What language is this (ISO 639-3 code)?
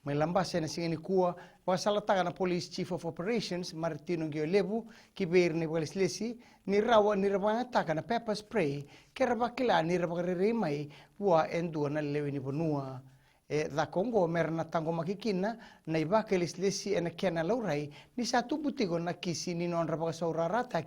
fij